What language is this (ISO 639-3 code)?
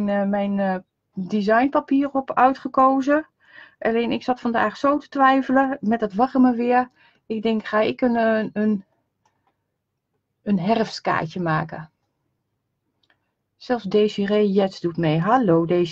nld